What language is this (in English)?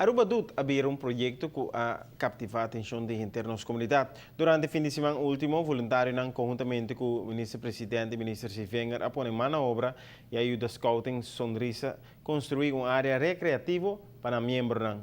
Papiamento